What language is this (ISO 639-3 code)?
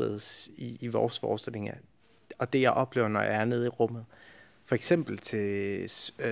dan